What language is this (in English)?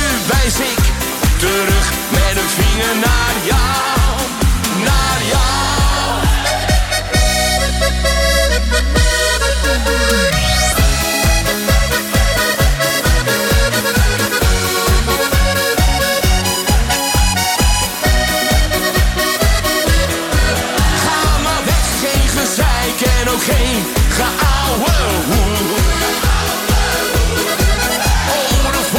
Dutch